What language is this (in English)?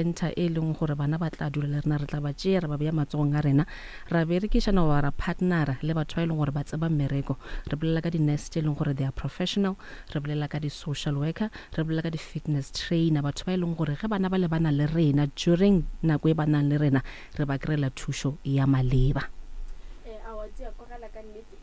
Northern Sotho